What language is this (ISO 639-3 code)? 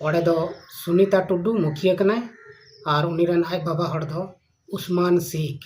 sat